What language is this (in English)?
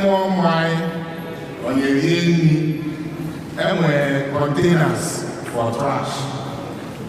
Igbo